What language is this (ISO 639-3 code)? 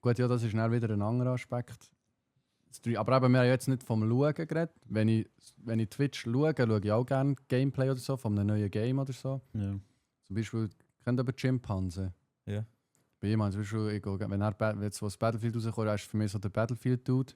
gsw